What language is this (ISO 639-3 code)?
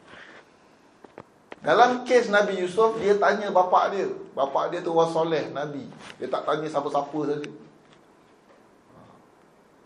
msa